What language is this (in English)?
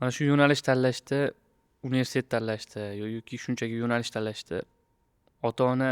Uzbek